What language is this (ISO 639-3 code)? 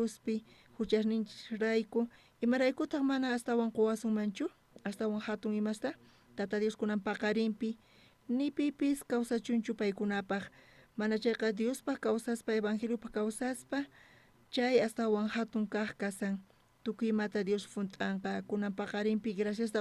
quh